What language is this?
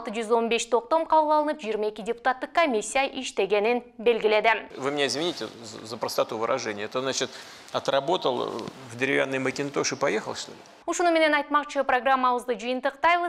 Kyrgyz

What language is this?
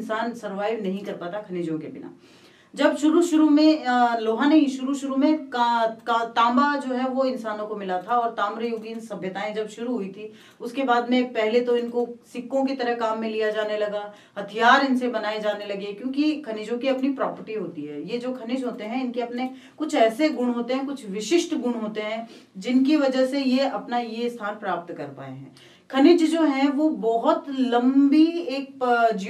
Hindi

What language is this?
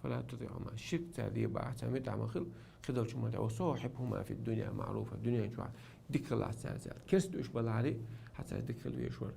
Chechen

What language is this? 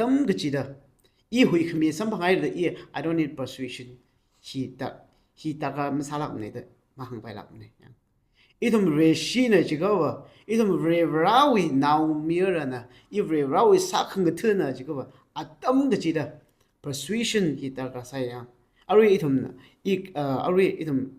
Tangkhul Naga (India)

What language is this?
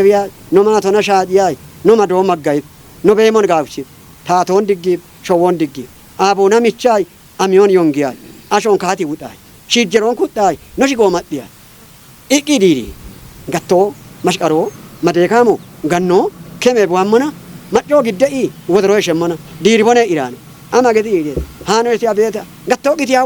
Kafa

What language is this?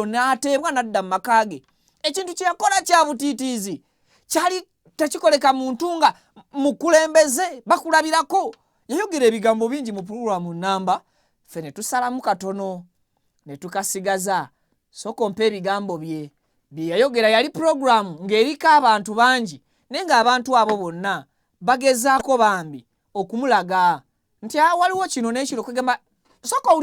Ganda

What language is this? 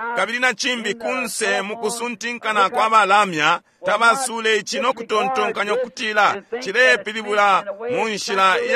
Bemba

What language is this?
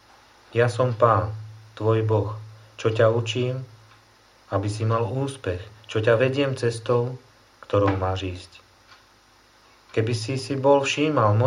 Slovak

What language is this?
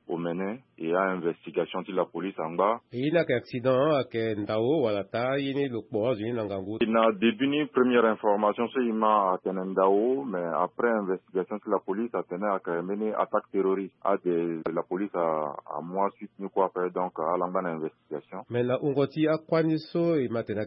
Sango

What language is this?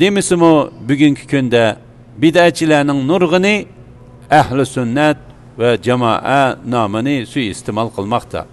Uyghur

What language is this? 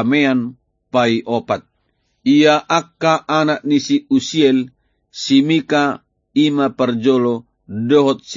Batak Toba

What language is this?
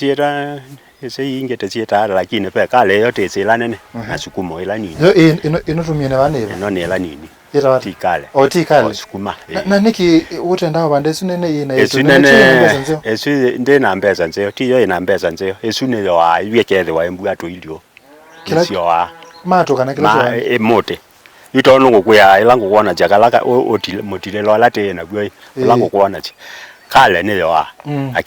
Kamba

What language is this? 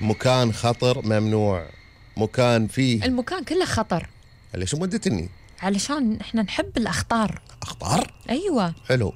Gulf Arabic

